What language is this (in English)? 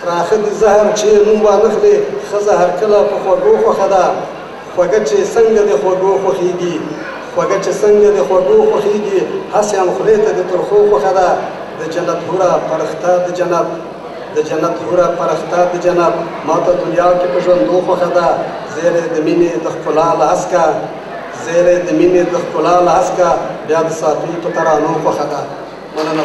Pashto